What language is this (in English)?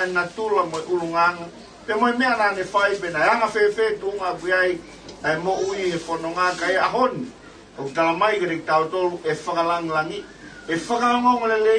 Tongan